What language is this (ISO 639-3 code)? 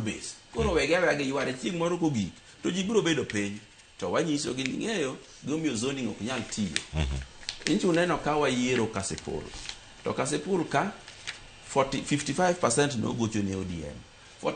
luo